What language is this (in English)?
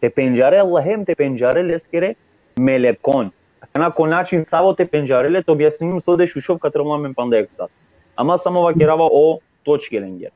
Balkan Romani